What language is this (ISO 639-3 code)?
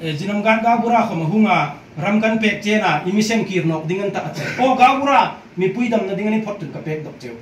hmr